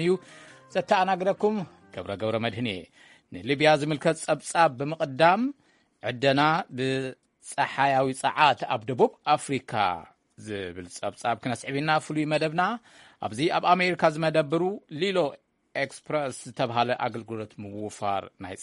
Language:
Tigrinya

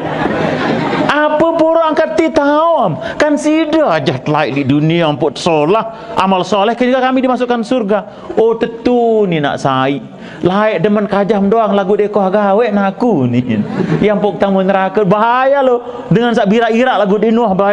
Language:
Sasak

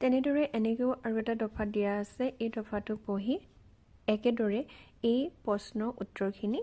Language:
Assamese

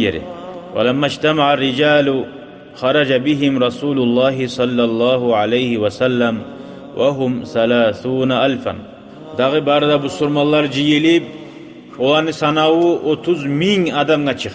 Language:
Kumyk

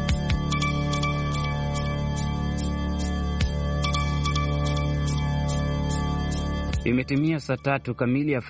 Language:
Swahili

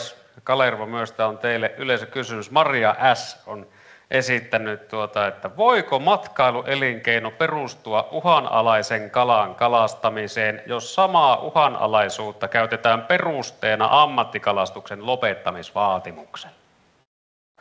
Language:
Finnish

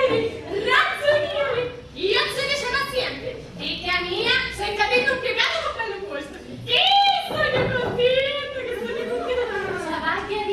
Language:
Sicilian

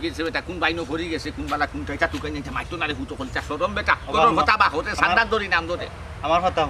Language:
Sylheti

